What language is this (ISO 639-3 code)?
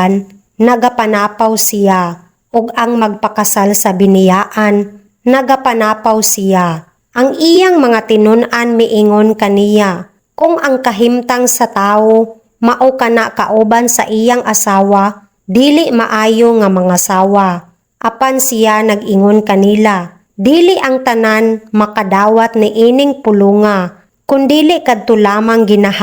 ceb